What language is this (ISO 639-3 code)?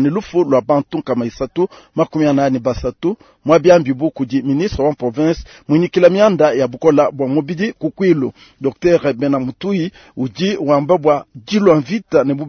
lua